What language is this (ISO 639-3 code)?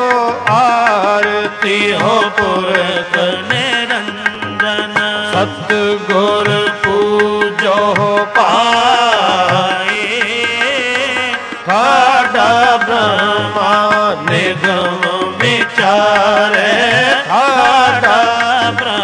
pan